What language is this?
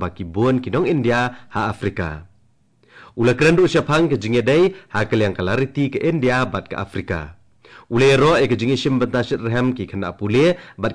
Khasi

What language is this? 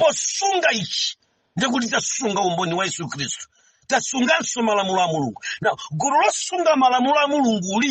Nyanja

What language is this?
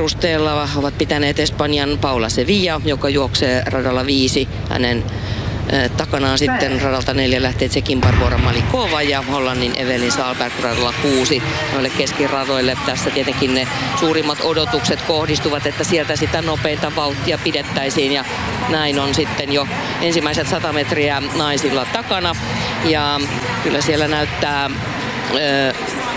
Finnish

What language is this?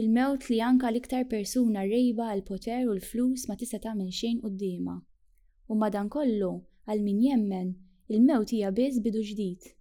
Maltese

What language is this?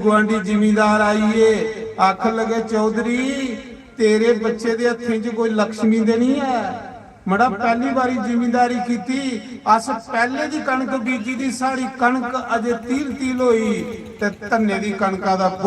Dogri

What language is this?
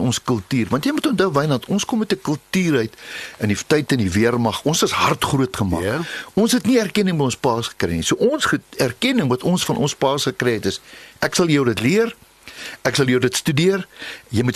Afrikaans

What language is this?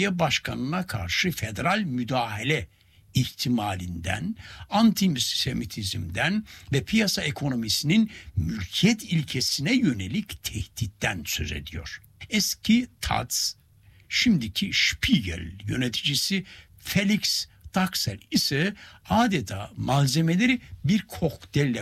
Turkish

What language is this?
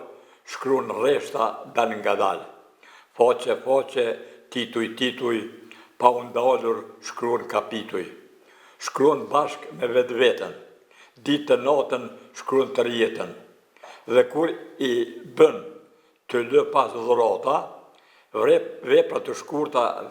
Albanian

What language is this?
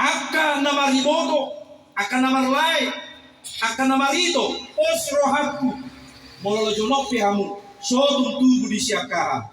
Batak Toba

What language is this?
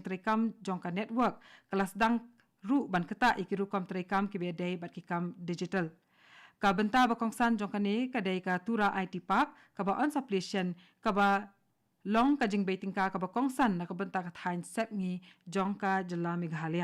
Khasi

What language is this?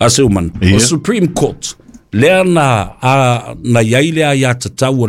Samoan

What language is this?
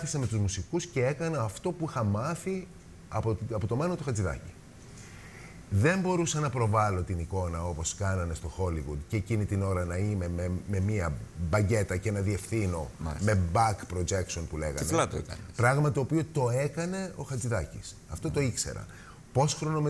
Greek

